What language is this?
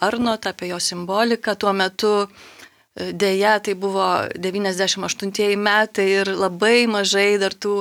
Lithuanian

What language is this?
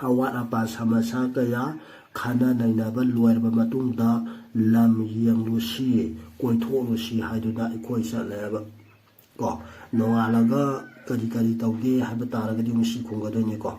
Manipuri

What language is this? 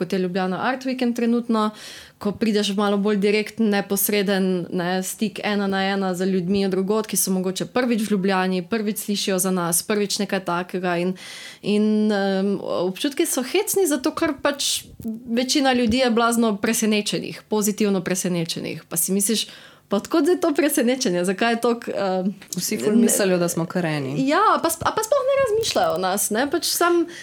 Slovenian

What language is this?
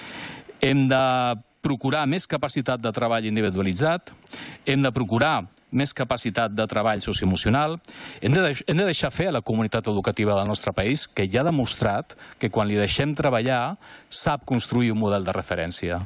Catalan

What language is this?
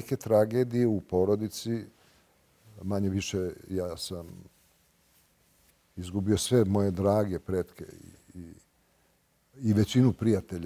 Serbian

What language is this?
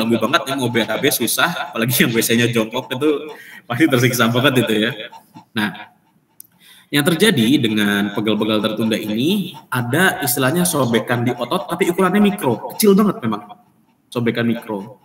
Indonesian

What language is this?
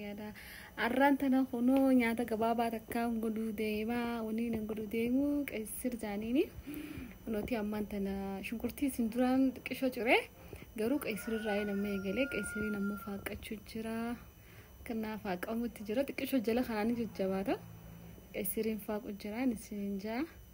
Oromo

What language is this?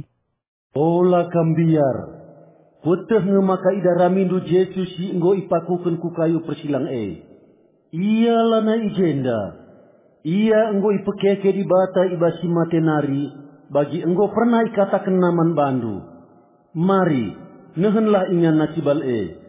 Batak Karo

